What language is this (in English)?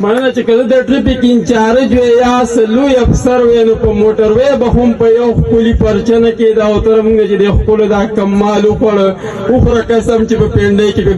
Pashto